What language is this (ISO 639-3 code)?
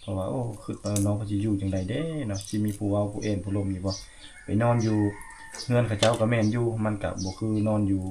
lao